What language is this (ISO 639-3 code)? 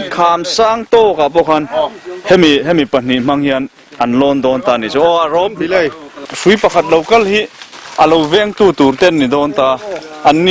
lus